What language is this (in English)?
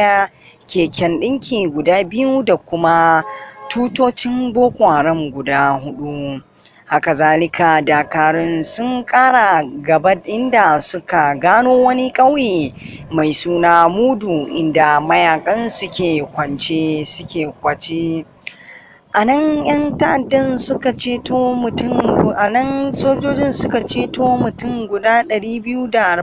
Hausa